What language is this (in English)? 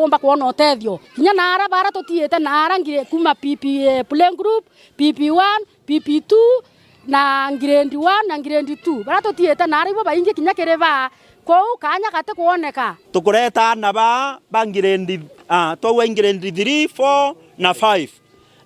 Meru